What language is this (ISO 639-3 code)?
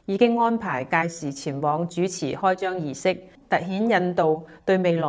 yue